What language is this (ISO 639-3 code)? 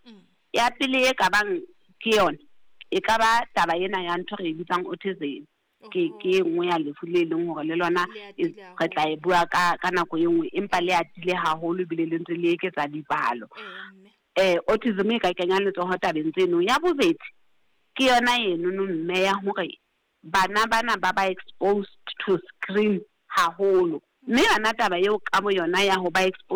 sot